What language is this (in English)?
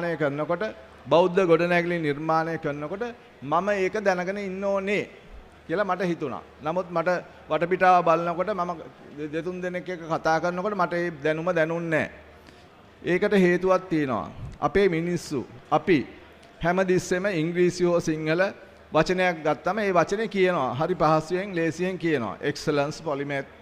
Sinhala